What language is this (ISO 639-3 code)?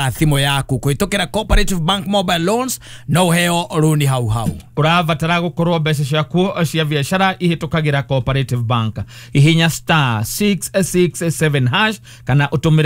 kik